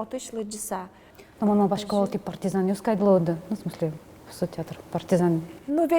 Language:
Udmurt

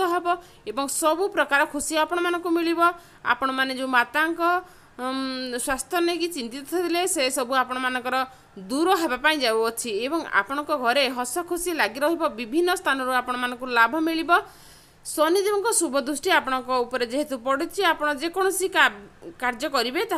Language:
Odia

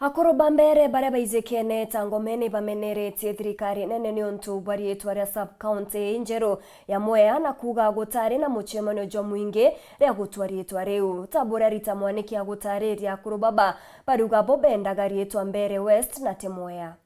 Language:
Meru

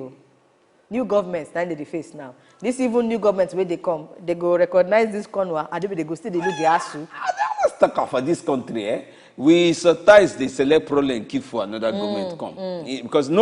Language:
Nigerian Pidgin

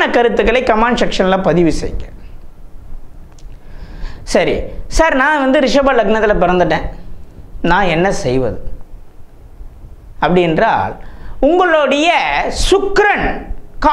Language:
Tamil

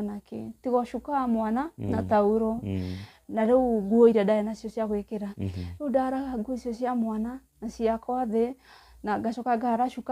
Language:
Kikuyu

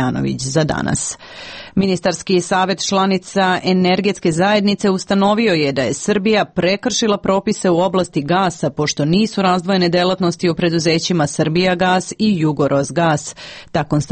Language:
Serbian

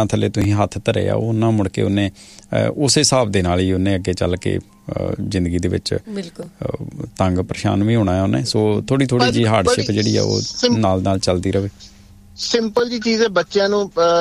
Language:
Punjabi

